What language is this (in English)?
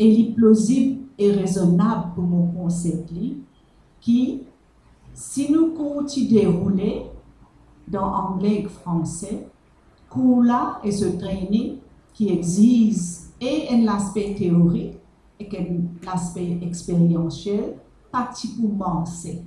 Morisyen